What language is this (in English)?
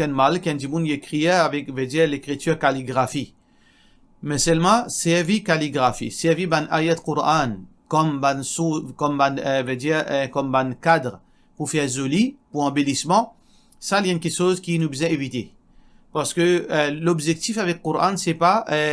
Morisyen